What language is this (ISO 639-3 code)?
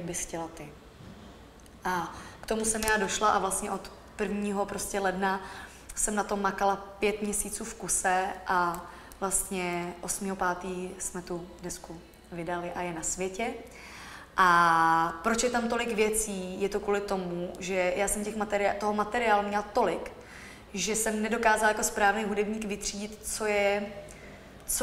ces